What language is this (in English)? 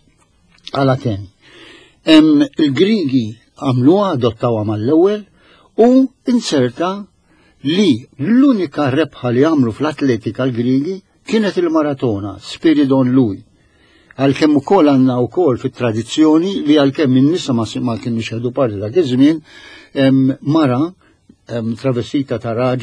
Maltese